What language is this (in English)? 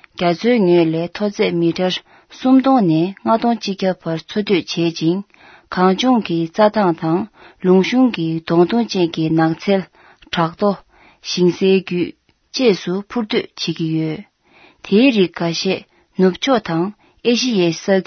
Tibetan